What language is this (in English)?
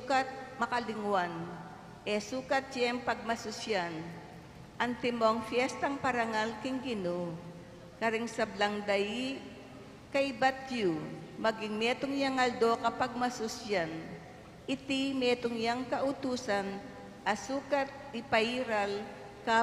Pampanga